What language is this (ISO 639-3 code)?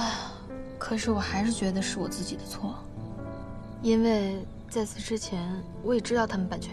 zho